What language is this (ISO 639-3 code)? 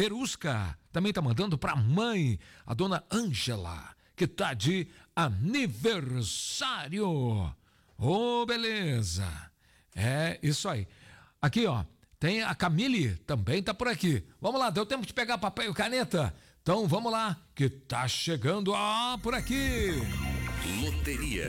por